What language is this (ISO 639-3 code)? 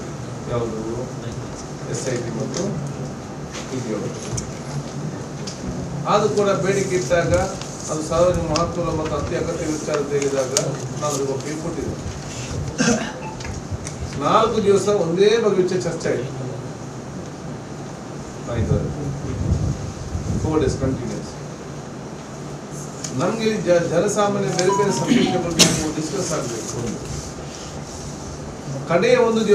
kan